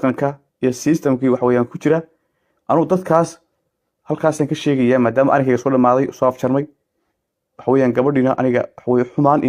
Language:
Somali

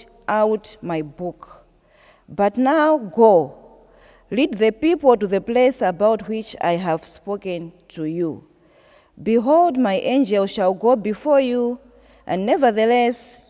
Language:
English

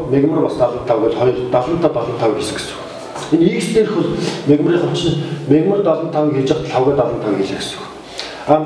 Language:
Mongolian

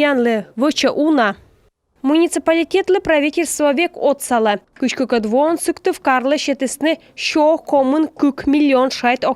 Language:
Komi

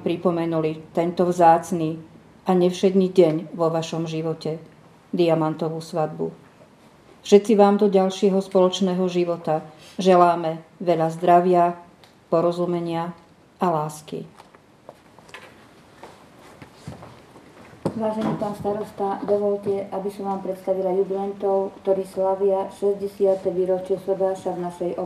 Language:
Slovak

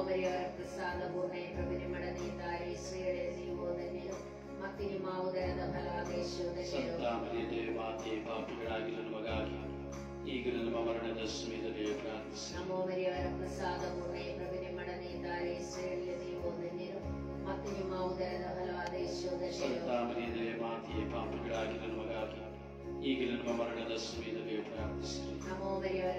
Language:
Kannada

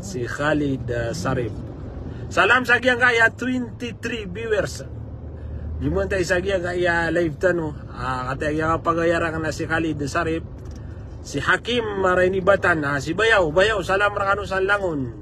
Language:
Maranao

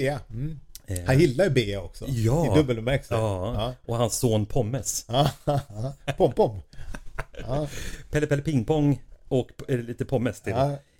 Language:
Swedish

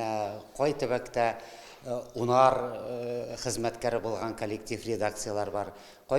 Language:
Tatar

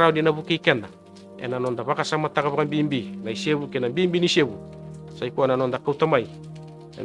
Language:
Fijian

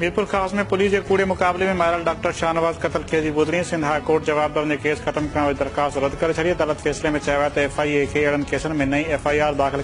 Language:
Sindhi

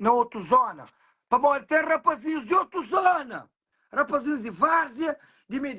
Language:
Kabuverdianu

